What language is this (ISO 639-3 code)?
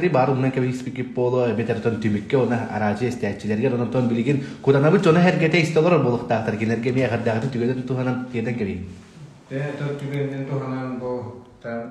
sah